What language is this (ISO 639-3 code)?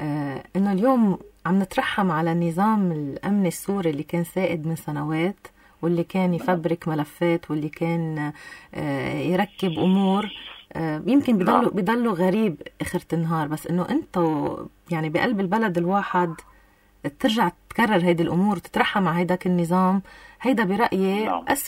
apc